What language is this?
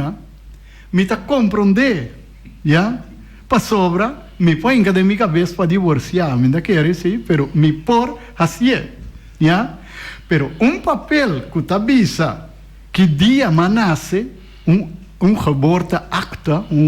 Papiamento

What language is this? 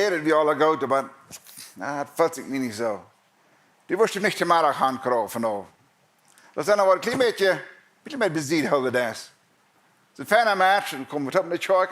Plautdietsch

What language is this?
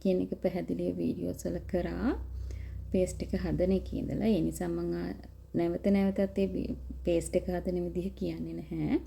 Sinhala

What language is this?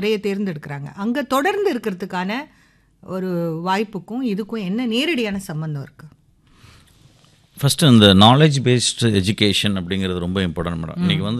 Tamil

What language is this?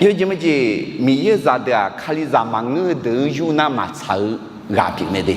Akha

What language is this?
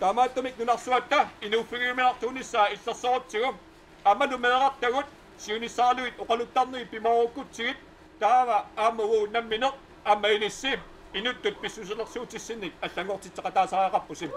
Kalaallisut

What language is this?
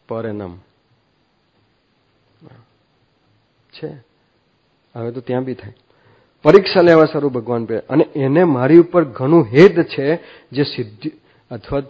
Gujarati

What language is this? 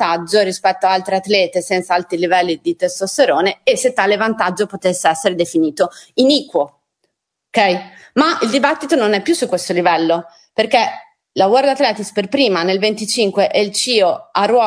Italian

